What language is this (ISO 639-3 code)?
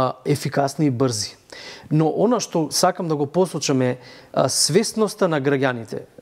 mkd